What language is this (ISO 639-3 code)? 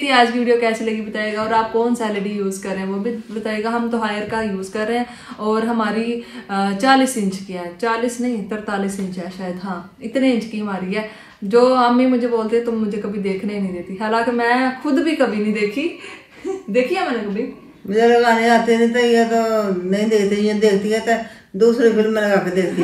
hin